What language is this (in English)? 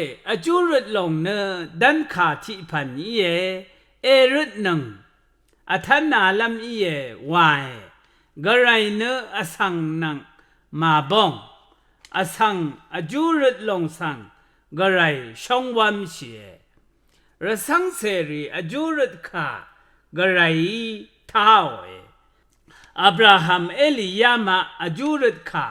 Rawang